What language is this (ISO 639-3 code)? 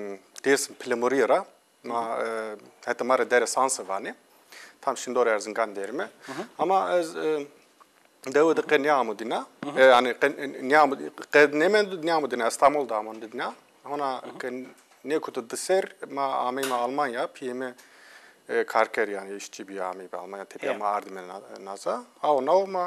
zza